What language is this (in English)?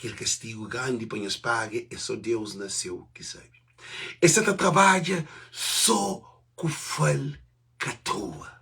Kabuverdianu